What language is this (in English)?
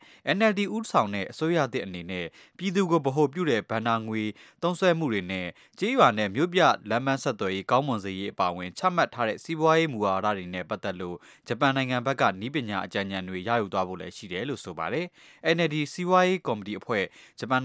Burmese